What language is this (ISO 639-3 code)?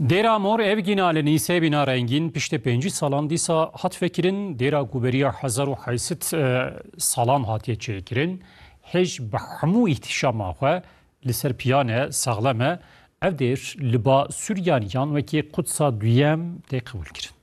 kur